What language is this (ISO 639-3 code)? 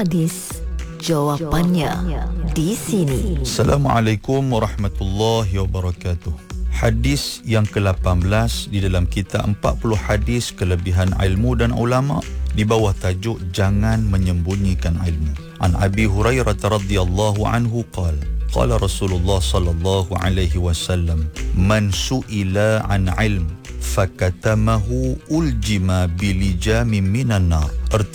msa